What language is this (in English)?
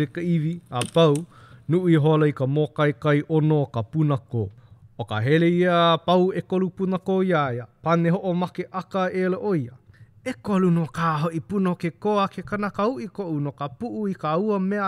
Hawaiian